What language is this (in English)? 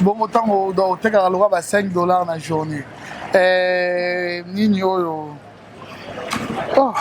Lingala